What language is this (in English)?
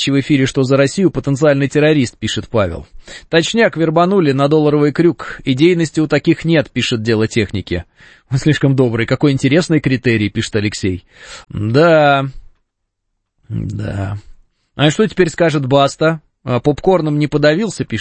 Russian